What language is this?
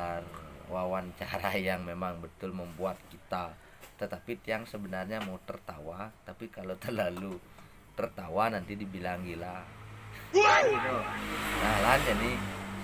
Balinese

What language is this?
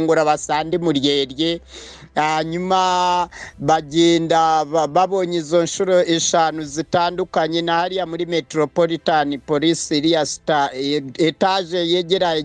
Kinyarwanda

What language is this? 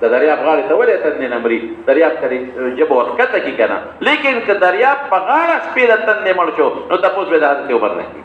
Pashto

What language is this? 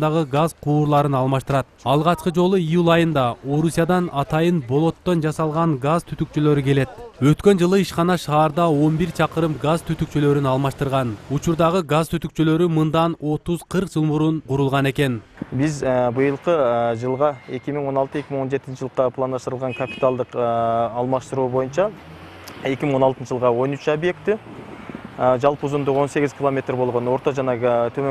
Kyrgyz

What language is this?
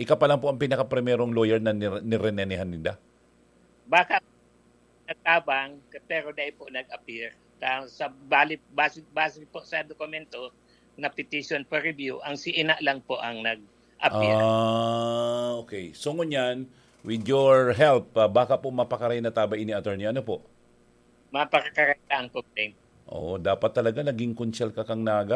Bikol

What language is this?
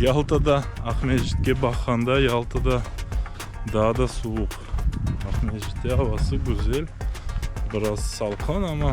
Crimean Tatar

